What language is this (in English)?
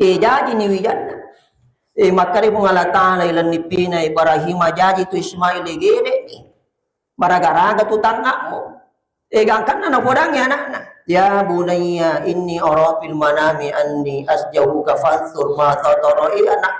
Buginese